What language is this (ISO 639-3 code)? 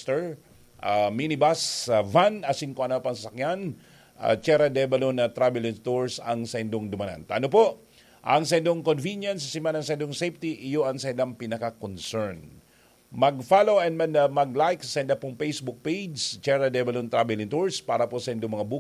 bik